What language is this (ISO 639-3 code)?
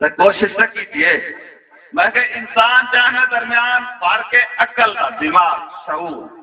skr